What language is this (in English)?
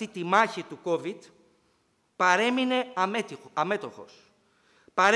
Greek